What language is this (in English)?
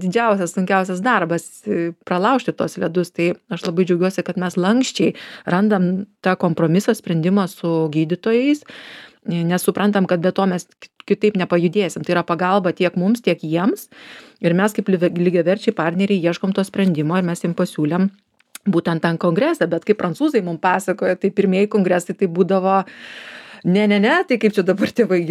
Lithuanian